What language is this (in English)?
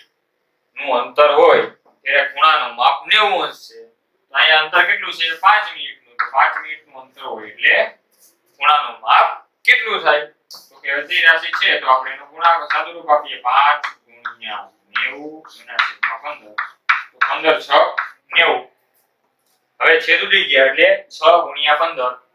Gujarati